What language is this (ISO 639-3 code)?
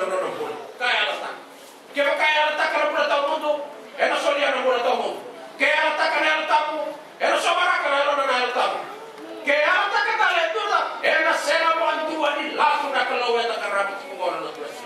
fij